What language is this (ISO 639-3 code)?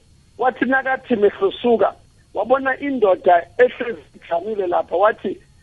nbl